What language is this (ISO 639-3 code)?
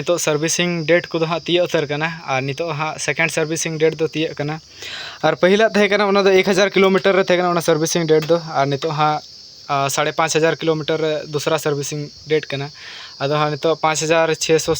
sat